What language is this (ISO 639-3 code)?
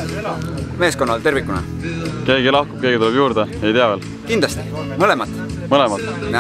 est